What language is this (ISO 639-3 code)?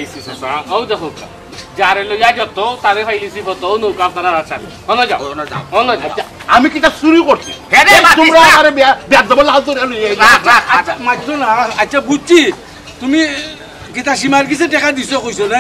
syl